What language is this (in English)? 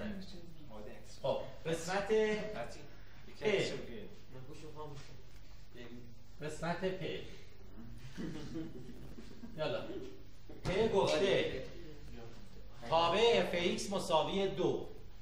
Persian